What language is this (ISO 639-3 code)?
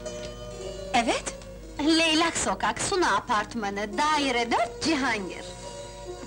tur